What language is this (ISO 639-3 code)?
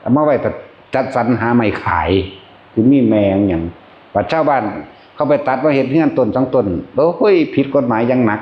tts